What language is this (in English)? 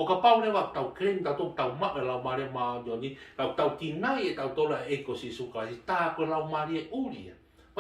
Tongan